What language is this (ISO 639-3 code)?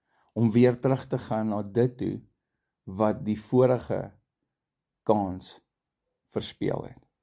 afr